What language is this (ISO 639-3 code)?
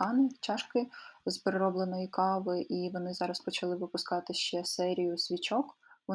ukr